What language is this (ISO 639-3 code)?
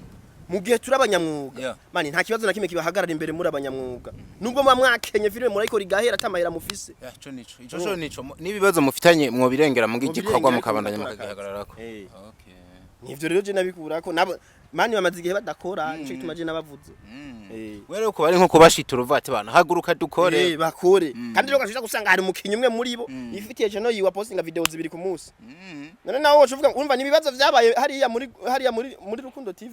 run